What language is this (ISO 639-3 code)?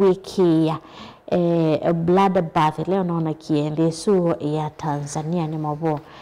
kam